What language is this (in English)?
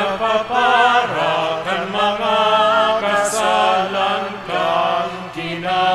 Bikol